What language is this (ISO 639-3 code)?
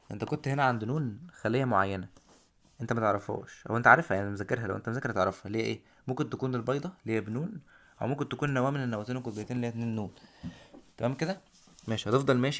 arz